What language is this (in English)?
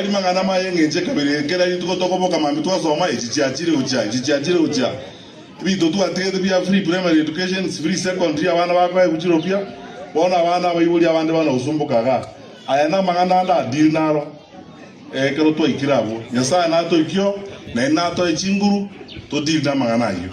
Gusii